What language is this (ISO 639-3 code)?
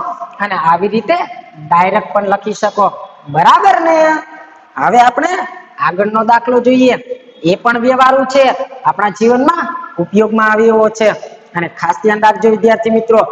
guj